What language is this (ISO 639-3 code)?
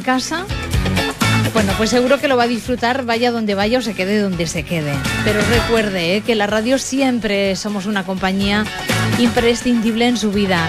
spa